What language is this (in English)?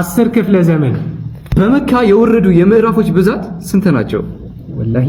Amharic